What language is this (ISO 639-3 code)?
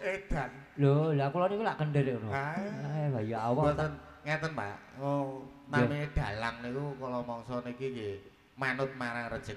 jav